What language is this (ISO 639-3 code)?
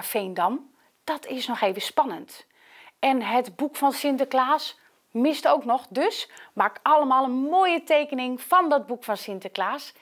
nld